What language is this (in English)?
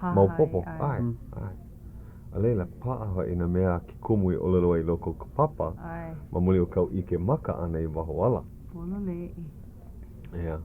Hawaiian